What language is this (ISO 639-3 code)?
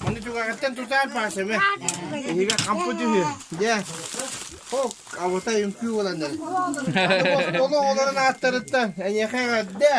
sah